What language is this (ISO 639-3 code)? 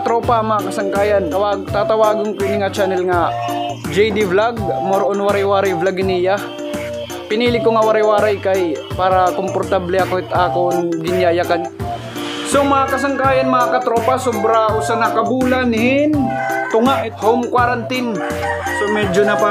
war